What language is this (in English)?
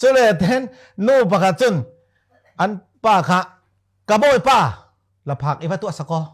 Falam Chin